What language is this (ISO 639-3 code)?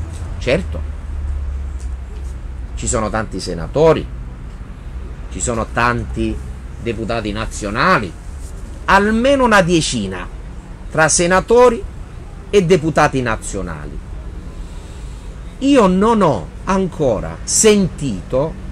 ita